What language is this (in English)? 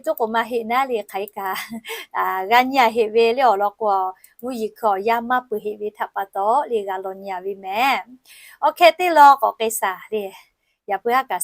Lahu